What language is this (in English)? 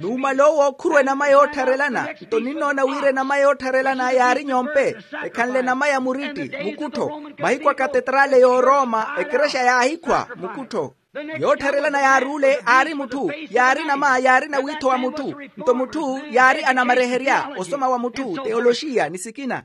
Makhuwa